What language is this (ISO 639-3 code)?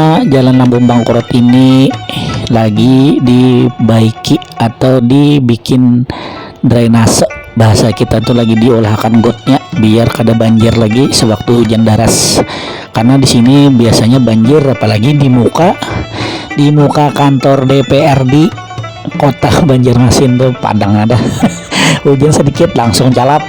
bjn